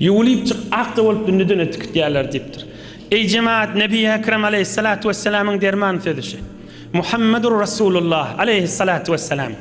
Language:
Turkmen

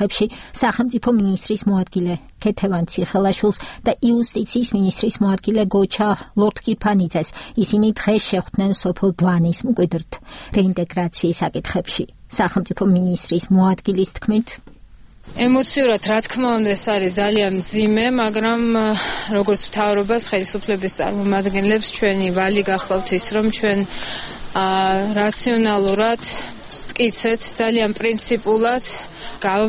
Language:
Georgian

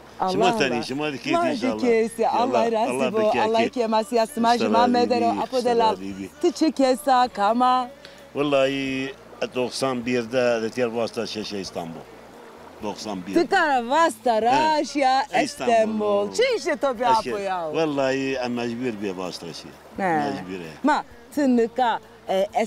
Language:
Zaza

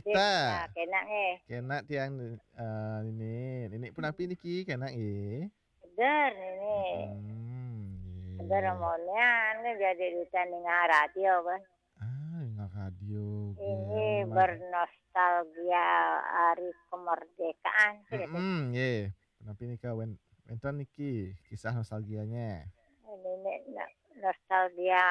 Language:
Balinese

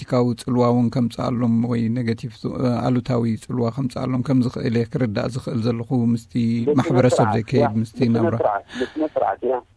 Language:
Tigrinya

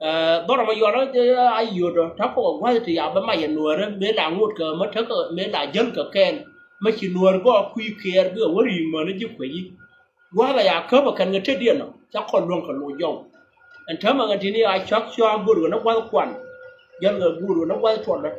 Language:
Nuer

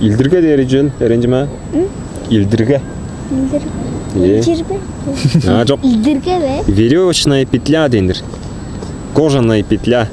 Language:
Tuvinian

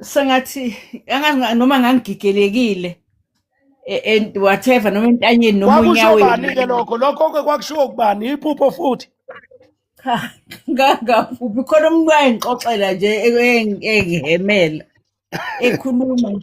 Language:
Zulu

